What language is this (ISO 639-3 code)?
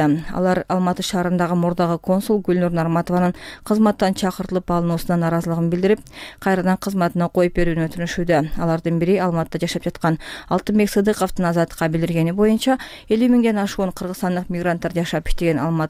kir